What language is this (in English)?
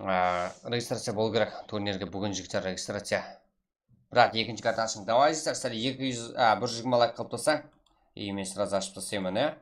Kara-Kalpak